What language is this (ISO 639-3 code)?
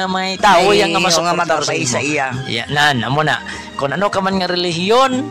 hil